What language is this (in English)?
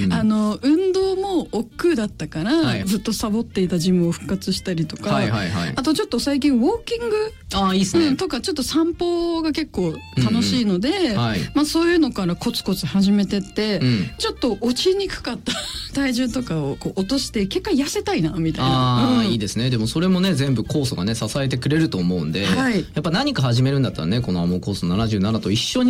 Japanese